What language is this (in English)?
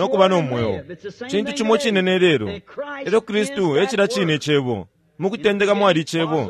Bemba